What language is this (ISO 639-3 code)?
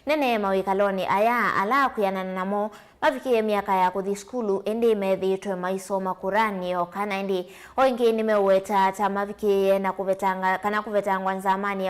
kam